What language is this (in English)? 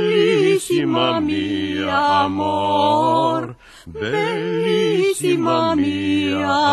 Bulgarian